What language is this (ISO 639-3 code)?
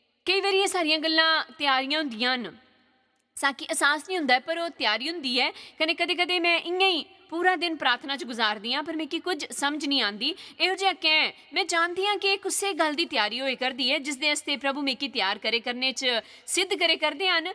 doi